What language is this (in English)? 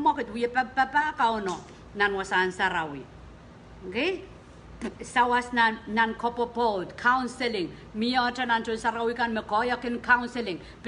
Pohnpeian